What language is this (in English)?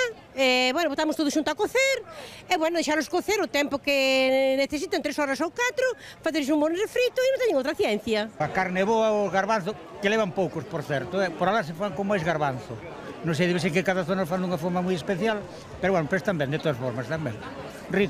Galician